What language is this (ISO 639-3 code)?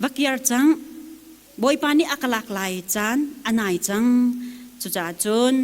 cnh